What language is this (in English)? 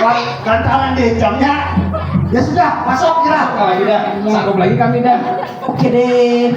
Banjar